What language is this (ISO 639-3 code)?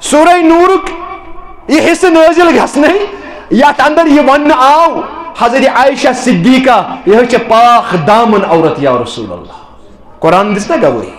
kas